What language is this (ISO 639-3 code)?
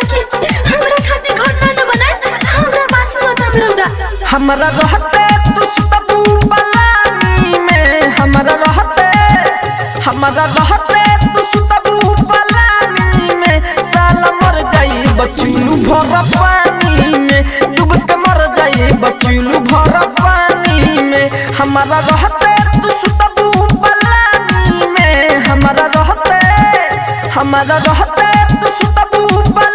bho